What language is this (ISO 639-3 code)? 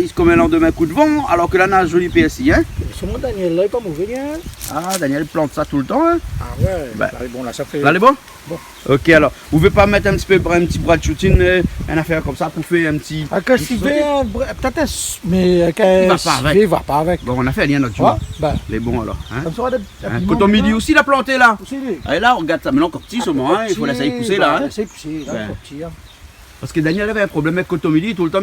rcf